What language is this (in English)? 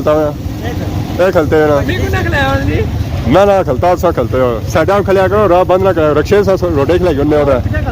Pahari-Potwari